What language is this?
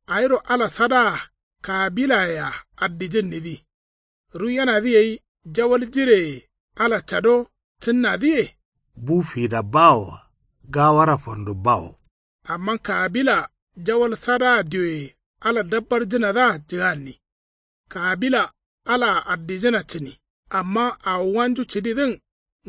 Kanuri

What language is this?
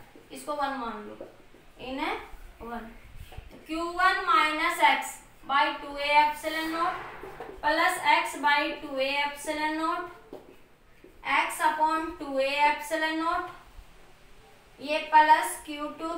Hindi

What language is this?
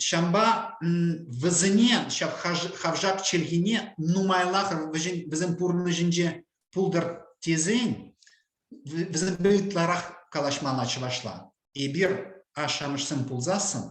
Chuvash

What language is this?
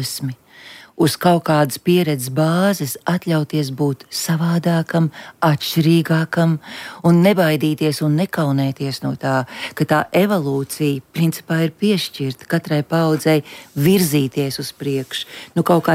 Latvian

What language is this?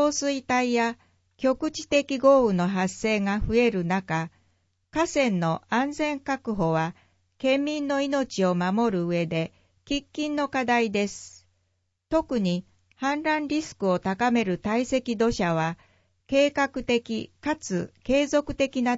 Japanese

